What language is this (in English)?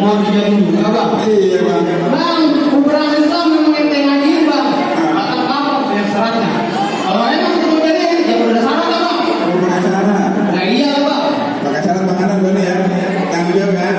Betawi